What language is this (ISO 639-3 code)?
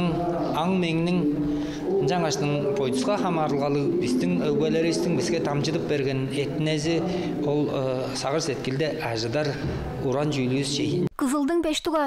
tyv